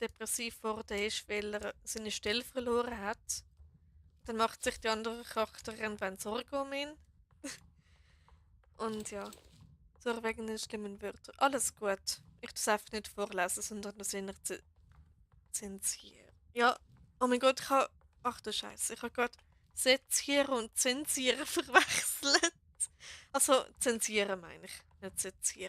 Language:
Swiss German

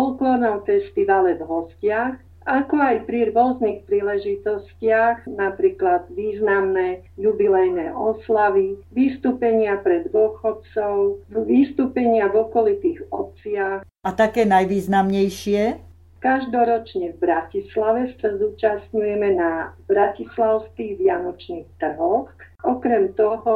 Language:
Slovak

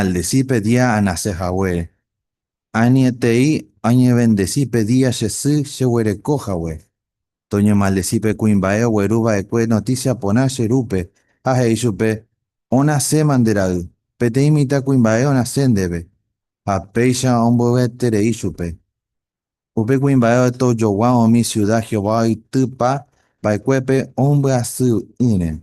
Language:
Guarani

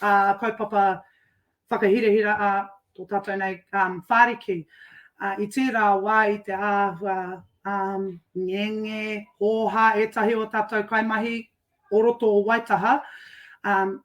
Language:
Māori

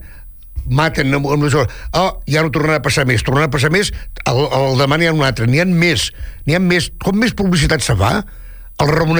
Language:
Catalan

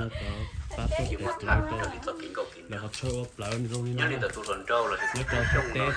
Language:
Hmong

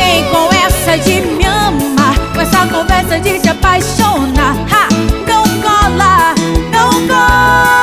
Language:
Portuguese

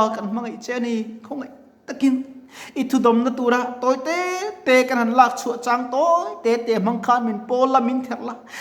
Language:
Mizo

